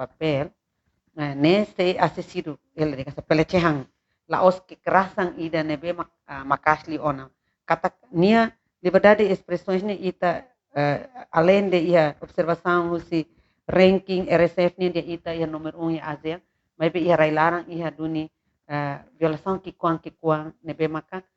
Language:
Tetum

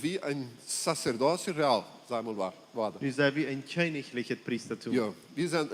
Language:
Plautdietsch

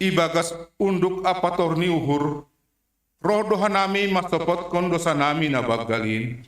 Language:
Batak Simalungun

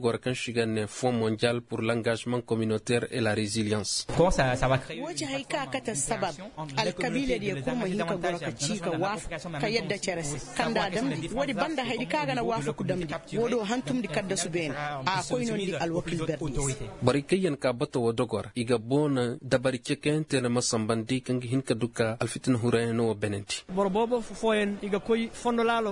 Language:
Koyraboro Senni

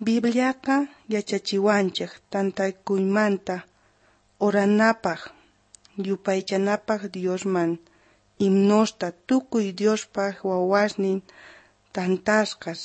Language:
South Bolivian Quechua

